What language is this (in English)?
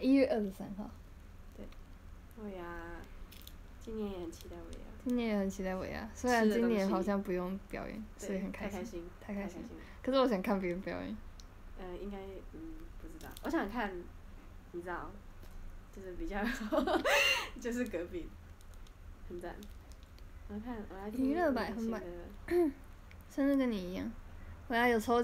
Chinese